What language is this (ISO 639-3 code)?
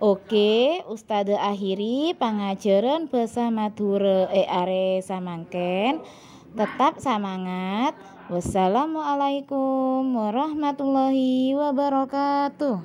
mad